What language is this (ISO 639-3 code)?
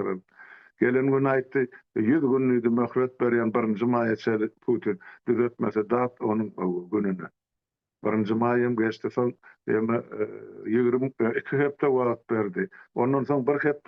tuk